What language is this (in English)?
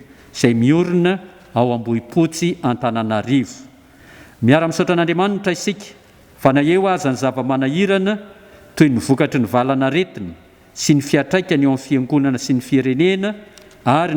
Malagasy